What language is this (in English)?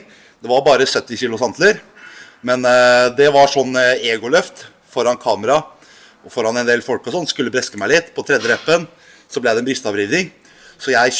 Norwegian